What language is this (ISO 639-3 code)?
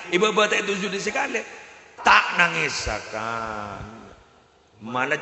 mad